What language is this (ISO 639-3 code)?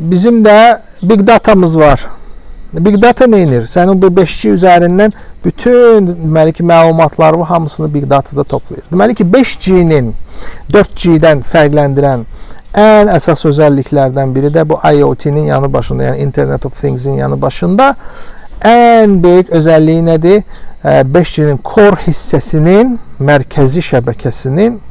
aze